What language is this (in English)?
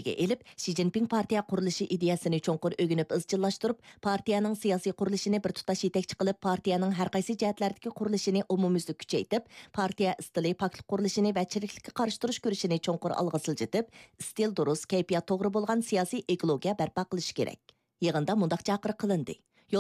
Uyghur